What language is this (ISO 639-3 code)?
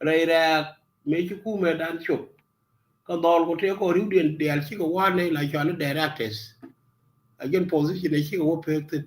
nus